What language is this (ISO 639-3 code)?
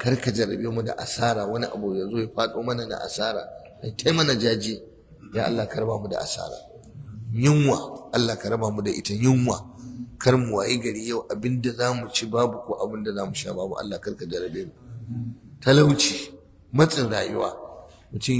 hau